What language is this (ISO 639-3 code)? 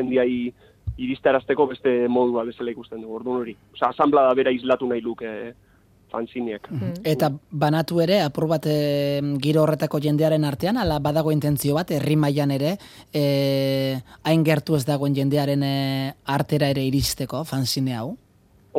eus